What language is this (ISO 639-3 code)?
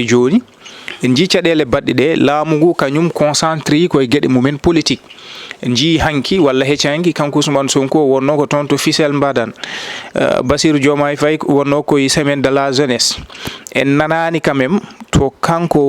ful